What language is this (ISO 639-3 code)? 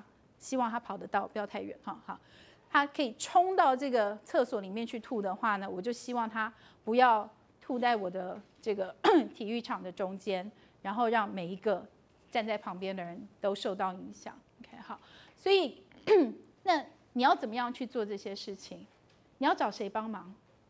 zho